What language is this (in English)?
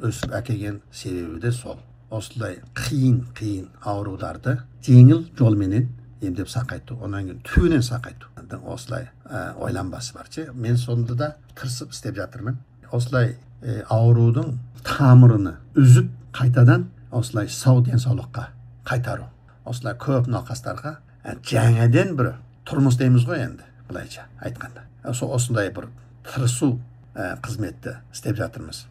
Kazakh